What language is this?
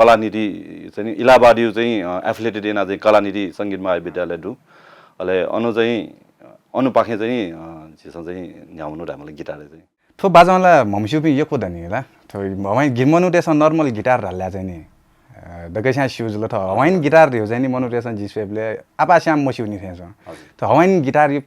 Newari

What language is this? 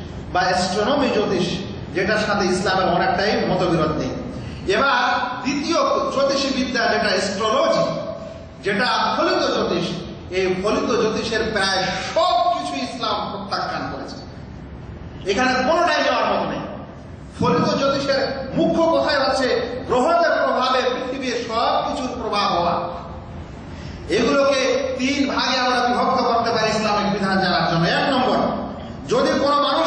Bangla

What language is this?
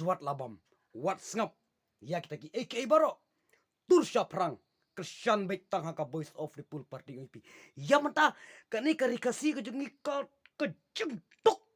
Khasi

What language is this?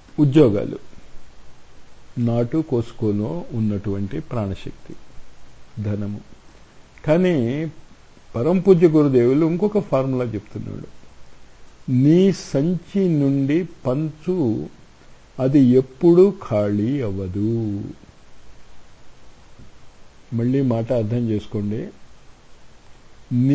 Telugu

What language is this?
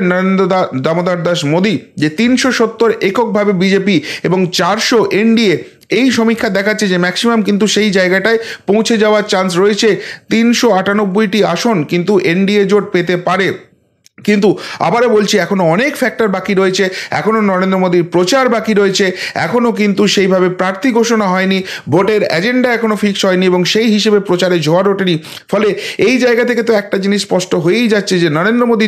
Bangla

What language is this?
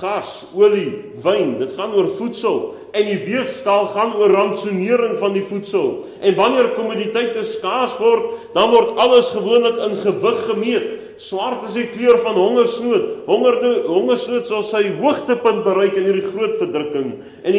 Afrikaans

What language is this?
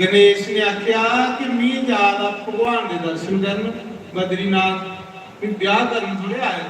Dogri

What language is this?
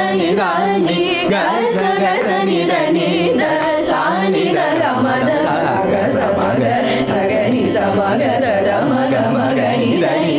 Tamil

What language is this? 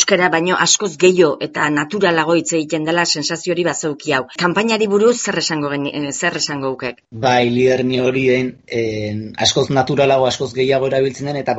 Basque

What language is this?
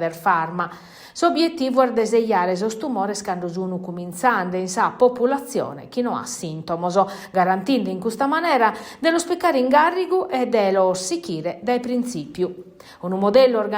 Sardinian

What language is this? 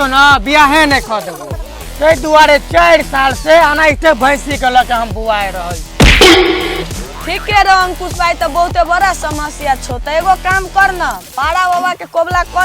Maithili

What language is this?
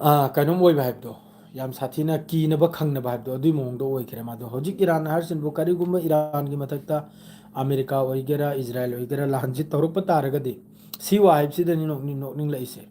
Manipuri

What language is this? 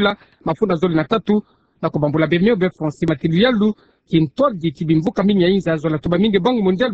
Kituba (Democratic Republic of Congo)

